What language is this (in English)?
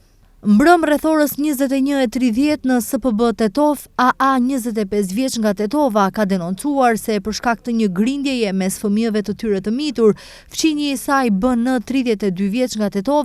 Albanian